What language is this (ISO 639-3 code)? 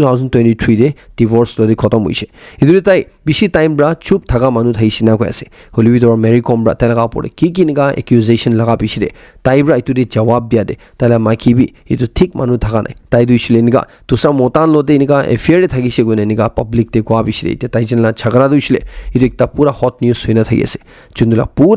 nag